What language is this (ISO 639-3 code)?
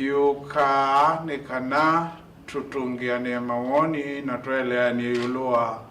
kam